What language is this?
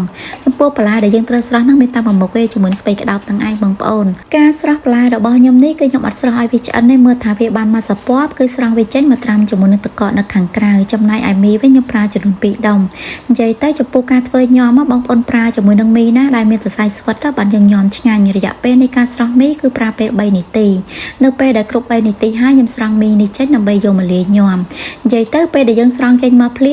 Khmer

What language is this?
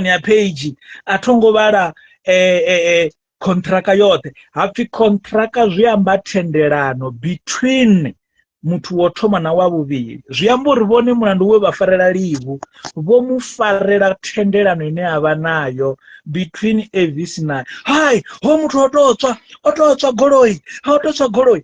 Venda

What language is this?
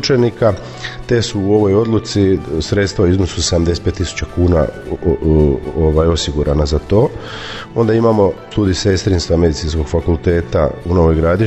Croatian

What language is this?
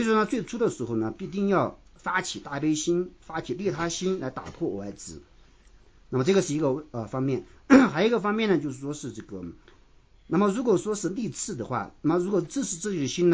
Chinese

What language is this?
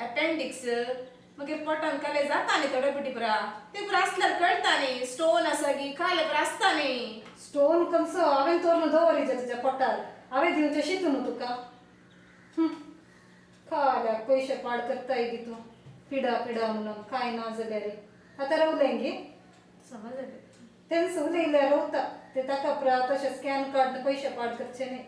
Konkani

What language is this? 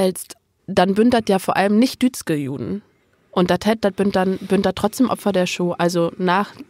Low German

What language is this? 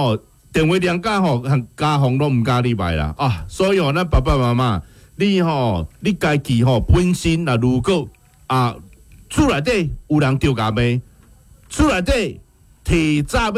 Min Nan Chinese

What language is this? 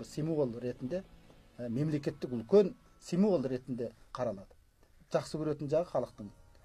Kazakh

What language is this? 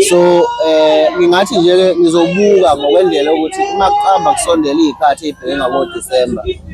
Zulu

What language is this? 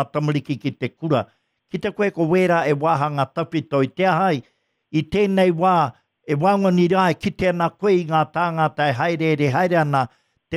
Māori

